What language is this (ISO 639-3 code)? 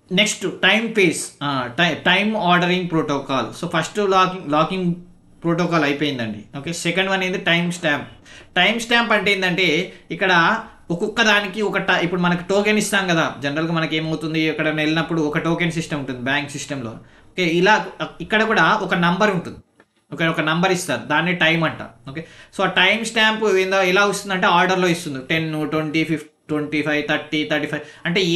tel